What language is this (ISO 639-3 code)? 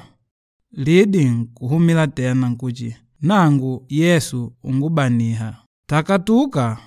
kde